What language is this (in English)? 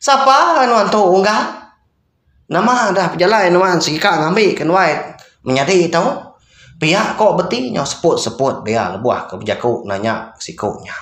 Iban